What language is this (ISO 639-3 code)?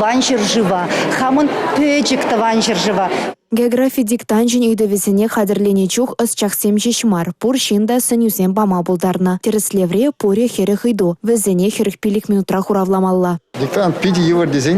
chv